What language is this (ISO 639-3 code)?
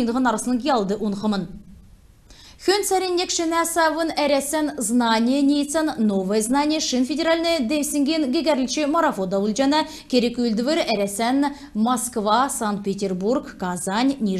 xal